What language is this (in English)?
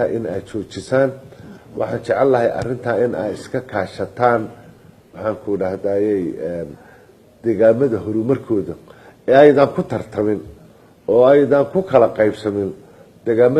Somali